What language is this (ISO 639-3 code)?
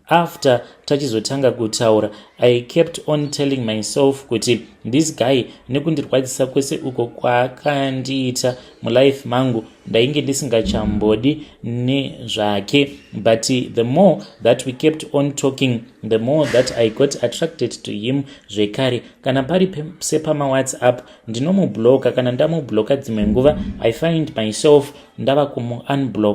sna